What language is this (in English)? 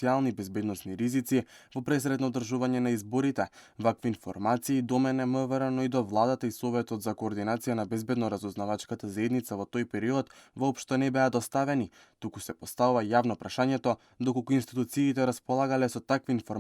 Macedonian